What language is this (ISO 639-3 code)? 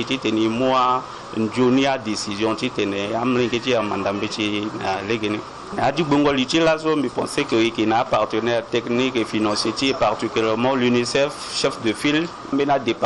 sag